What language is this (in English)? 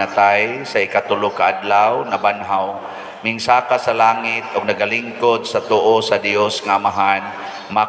Cebuano